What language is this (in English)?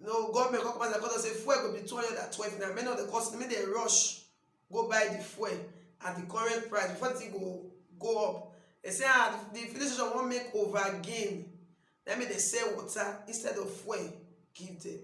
Nigerian Pidgin